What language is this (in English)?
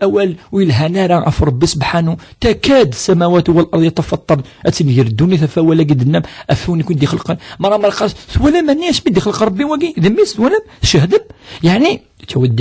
Kabyle